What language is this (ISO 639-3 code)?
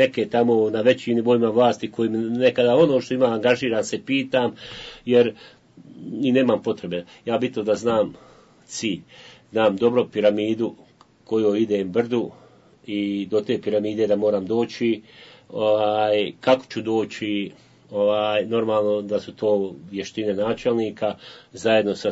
bos